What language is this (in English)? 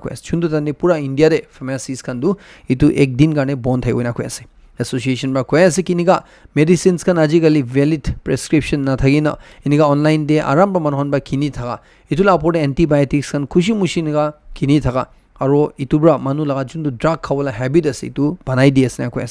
Naga Pidgin